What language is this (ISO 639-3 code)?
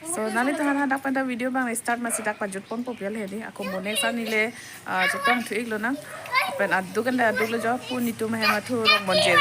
mjw